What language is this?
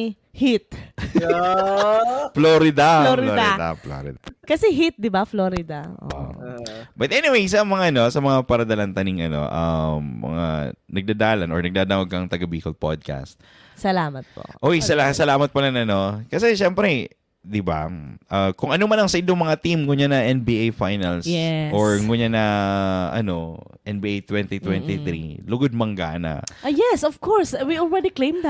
Bikol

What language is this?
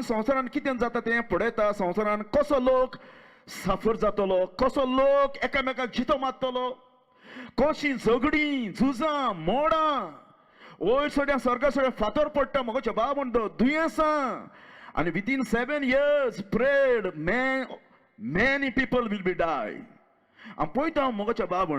Konkani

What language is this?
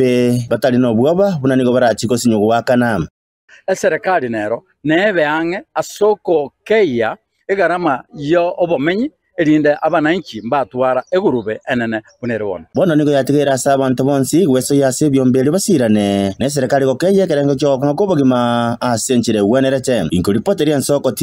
Gusii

